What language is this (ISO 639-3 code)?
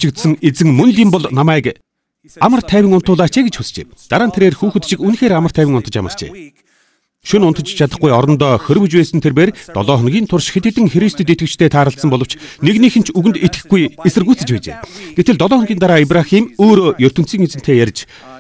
mon